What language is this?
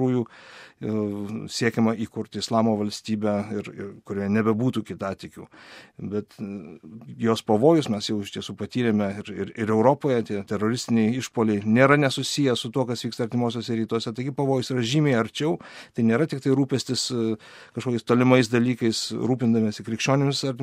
Lithuanian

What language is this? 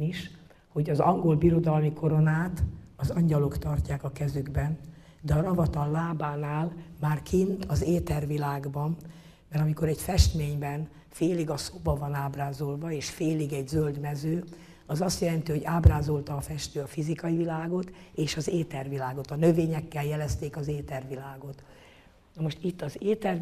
Hungarian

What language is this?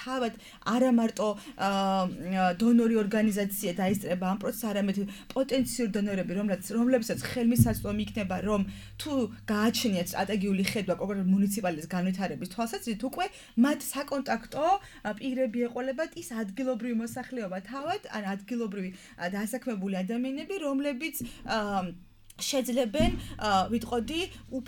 Georgian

